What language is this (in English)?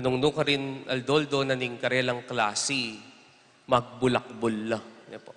Pampanga